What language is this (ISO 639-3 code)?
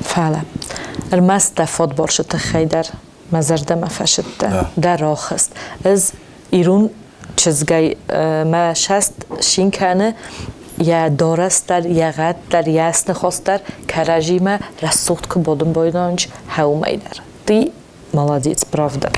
oss